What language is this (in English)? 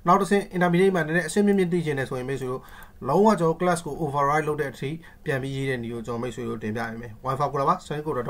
Burmese